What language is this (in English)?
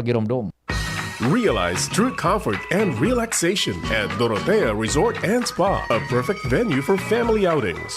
Bikol